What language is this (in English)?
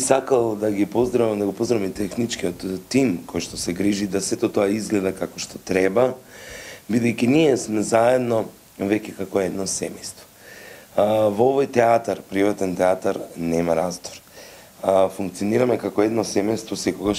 Macedonian